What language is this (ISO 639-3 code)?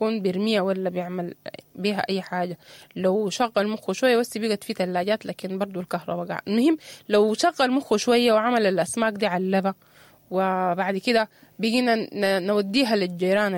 apd